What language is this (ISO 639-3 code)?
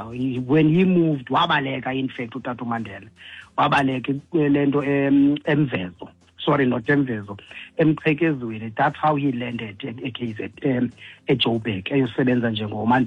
xho